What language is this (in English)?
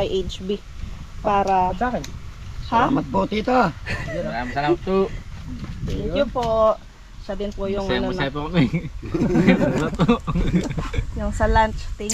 Filipino